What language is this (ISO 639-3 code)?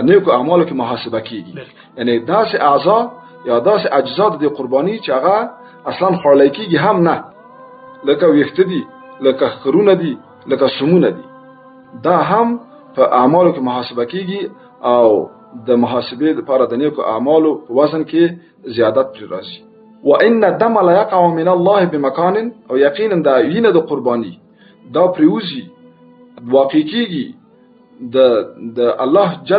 pus